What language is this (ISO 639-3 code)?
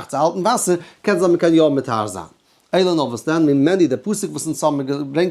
yid